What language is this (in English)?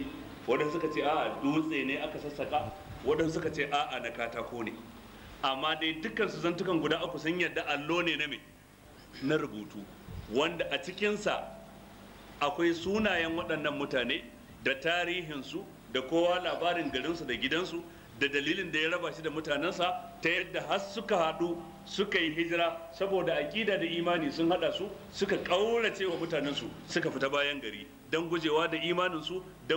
Hausa